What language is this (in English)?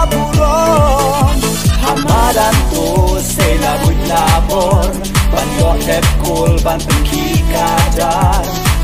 Khasi